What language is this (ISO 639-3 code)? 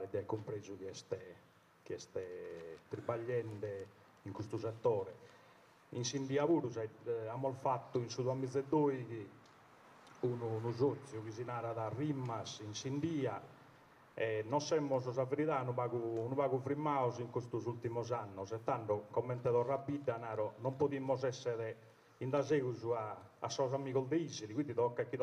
srd